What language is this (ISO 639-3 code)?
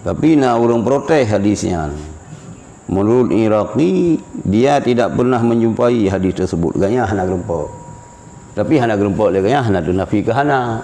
ace